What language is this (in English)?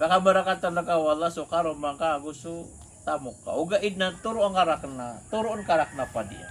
Maranao